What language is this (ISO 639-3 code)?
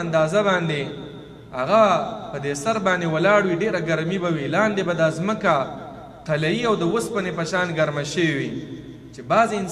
pus